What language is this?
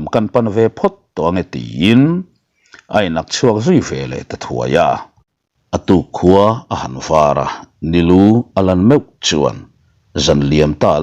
Mizo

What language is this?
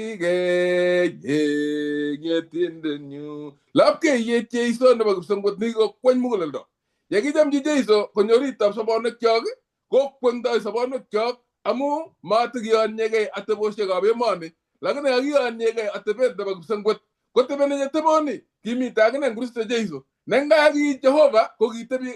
Kalenjin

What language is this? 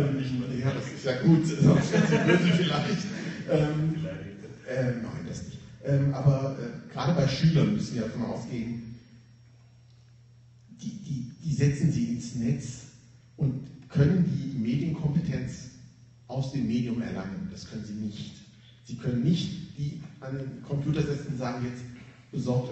German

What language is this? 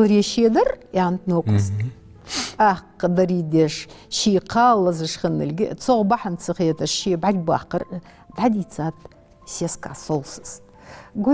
Ingush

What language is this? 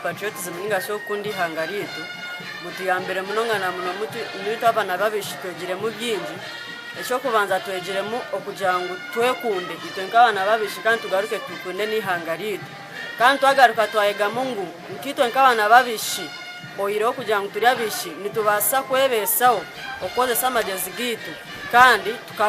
Nyankole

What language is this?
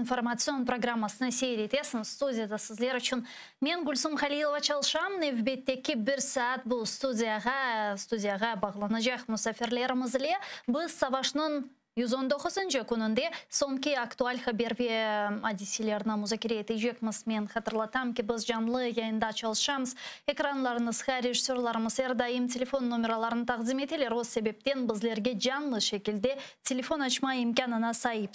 Crimean Tatar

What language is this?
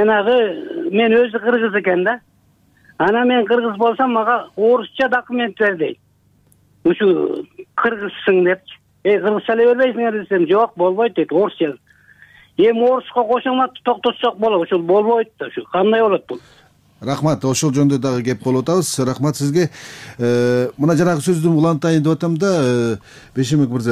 Kyrgyz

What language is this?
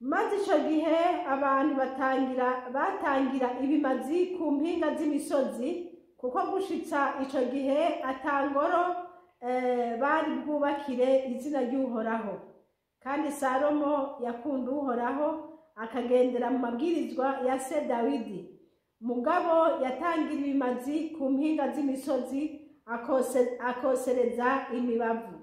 Rundi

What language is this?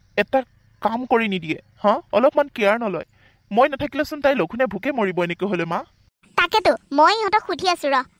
Assamese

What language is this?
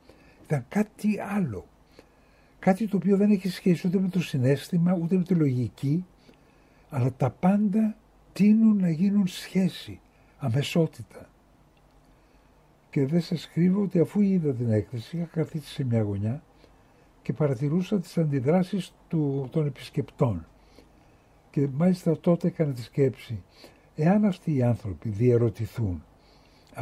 Greek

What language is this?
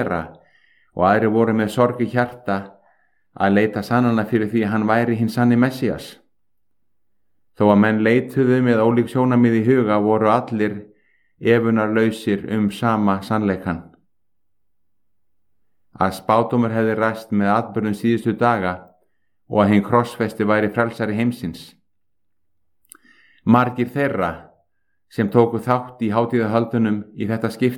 Icelandic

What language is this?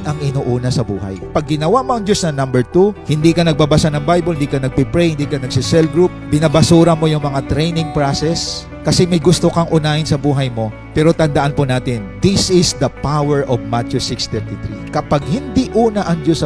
Filipino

